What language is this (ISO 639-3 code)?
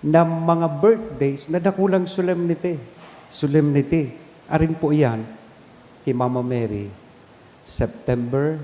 bik